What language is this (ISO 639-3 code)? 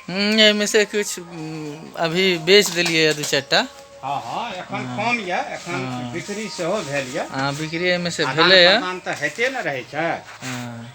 mai